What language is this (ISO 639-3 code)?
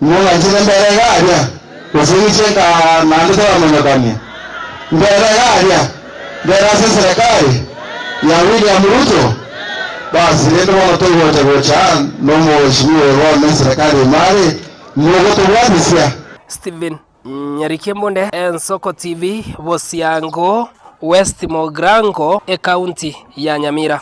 guz